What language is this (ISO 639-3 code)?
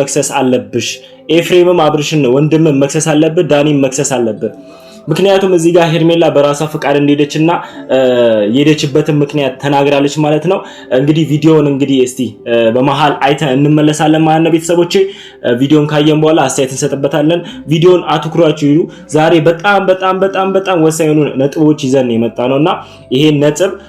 amh